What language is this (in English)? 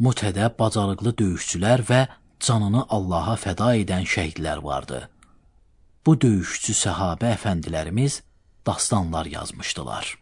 Azerbaijani